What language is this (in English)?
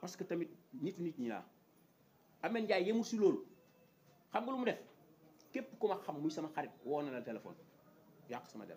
Wolof